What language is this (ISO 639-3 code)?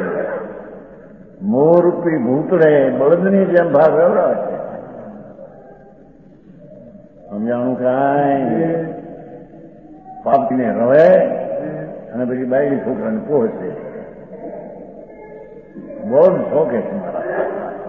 guj